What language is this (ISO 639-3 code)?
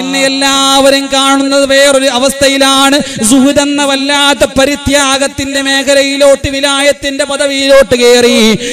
mal